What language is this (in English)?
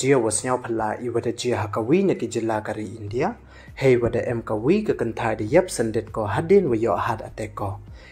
Pnar